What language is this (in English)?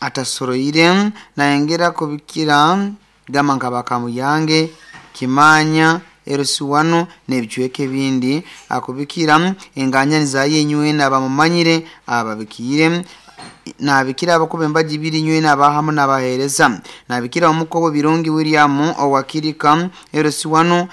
Nyankole